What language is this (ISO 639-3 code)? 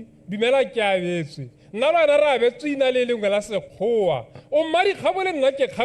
tsn